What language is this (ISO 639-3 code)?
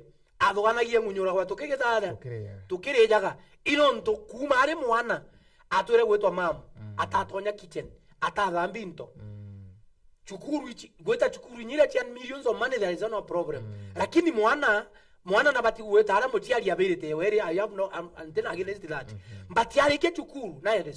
mer